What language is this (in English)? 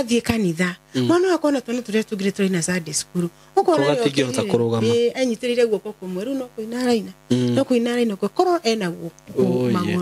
Kikuyu